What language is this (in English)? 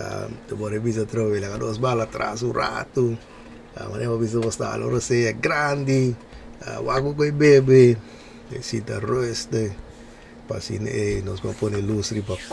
Papiamento